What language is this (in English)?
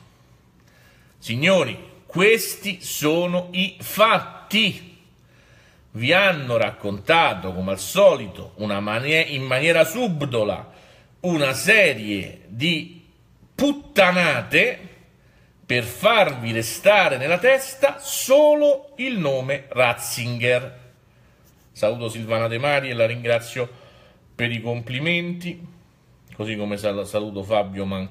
Italian